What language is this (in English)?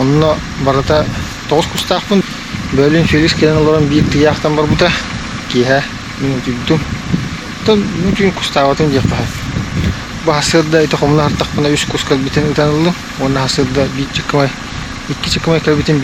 Yakut